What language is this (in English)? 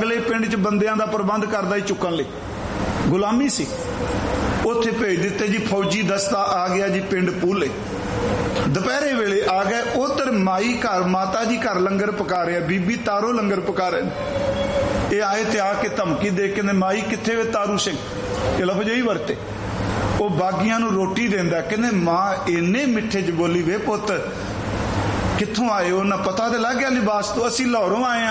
Punjabi